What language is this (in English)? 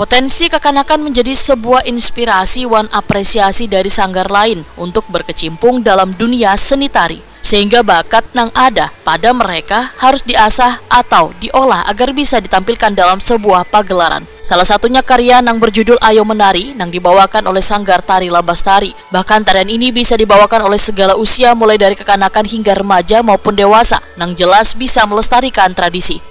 Banjar